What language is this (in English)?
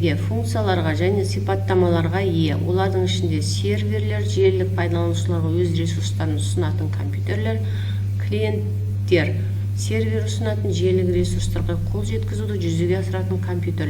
Kazakh